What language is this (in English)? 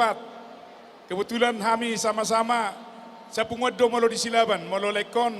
Batak Toba